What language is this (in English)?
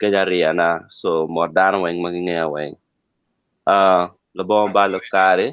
Acoli